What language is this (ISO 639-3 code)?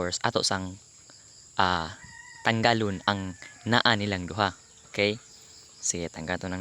ceb